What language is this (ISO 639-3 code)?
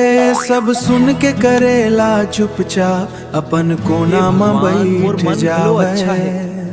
hne